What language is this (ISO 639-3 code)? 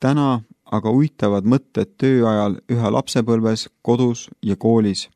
est